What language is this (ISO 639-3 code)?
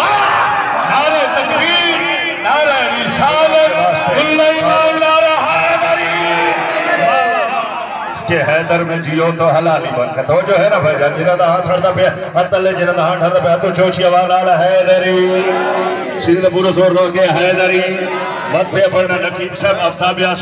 urd